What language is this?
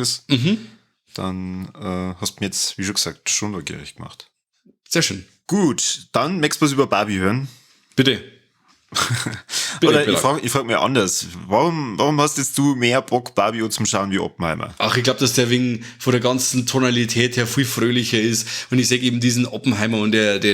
Bavarian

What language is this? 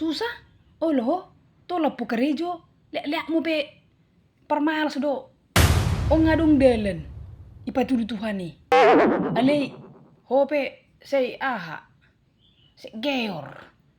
Batak Toba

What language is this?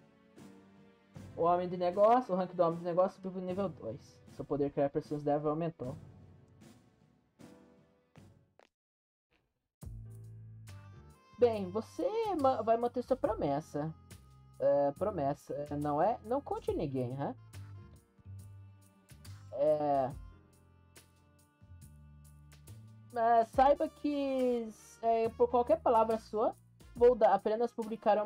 Portuguese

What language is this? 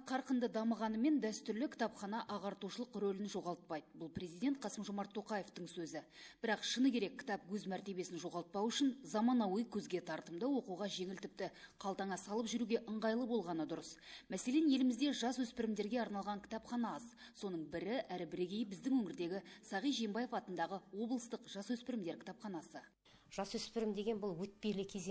Kazakh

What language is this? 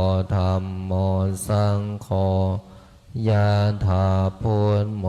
Pali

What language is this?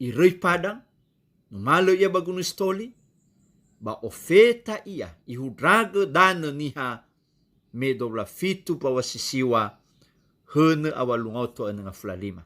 Nias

